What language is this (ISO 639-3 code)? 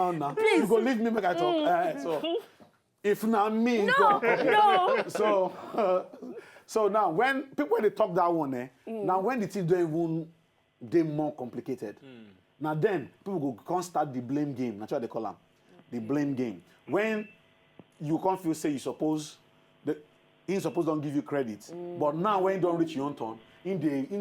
pcm